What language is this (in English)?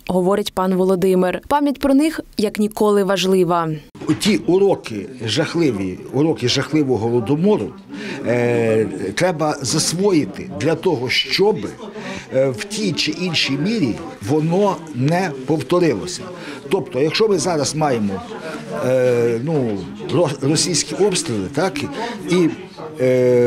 Ukrainian